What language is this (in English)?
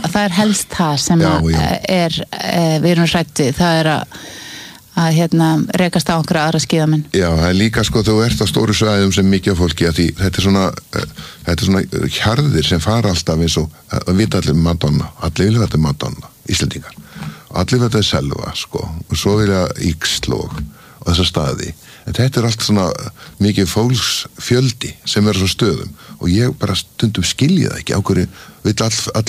Icelandic